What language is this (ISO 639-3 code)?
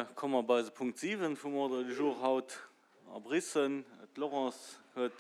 ltz